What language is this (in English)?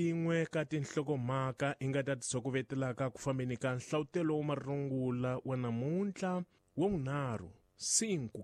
Tsonga